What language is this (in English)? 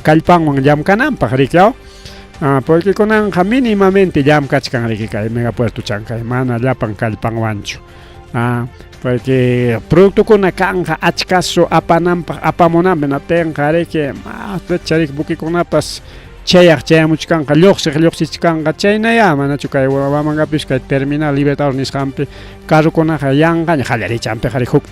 Ayacucho Quechua